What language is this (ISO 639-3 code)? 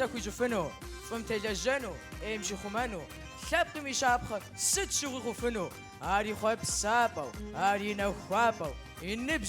kbd